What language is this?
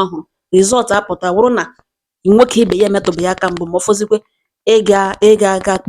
Igbo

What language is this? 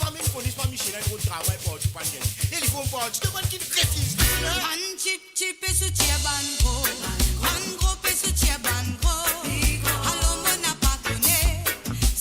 Morisyen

